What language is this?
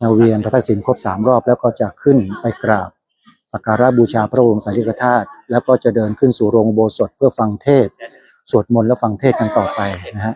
Pali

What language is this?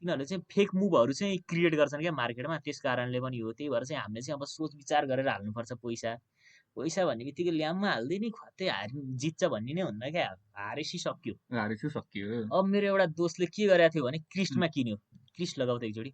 Nepali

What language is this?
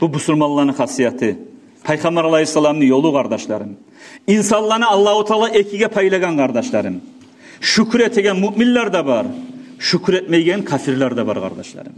Kumyk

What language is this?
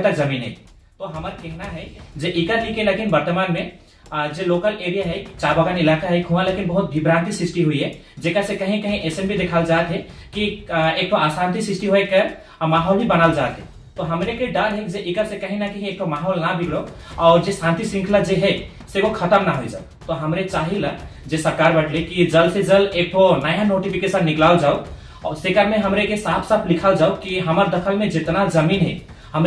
Sadri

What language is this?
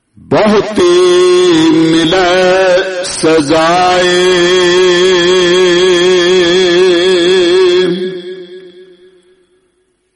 Punjabi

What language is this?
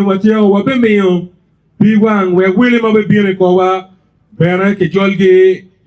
Acoli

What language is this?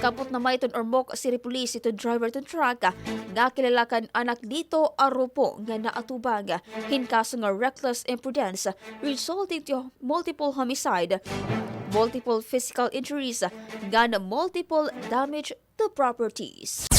Waray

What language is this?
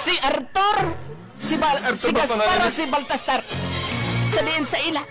Hiligaynon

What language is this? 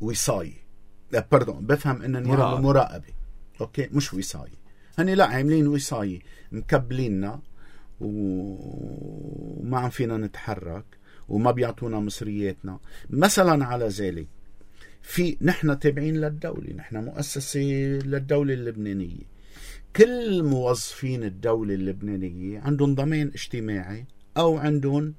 North Levantine Arabic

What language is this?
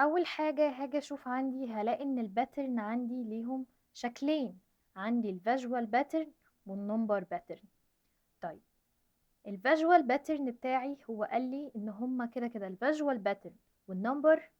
Egyptian Arabic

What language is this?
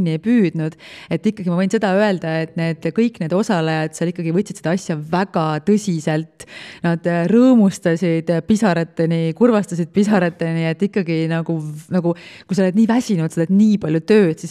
Estonian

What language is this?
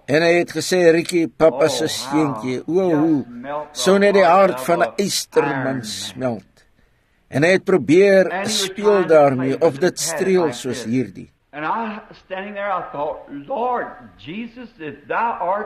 Afrikaans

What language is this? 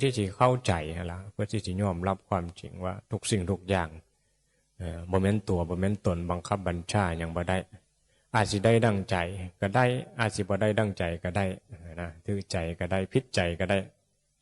Northeastern Thai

